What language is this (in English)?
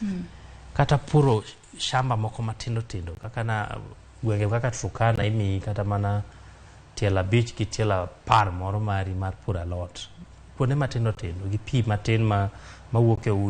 Luo (Kenya and Tanzania)